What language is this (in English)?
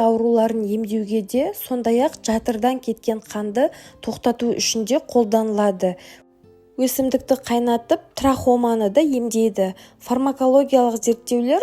Kazakh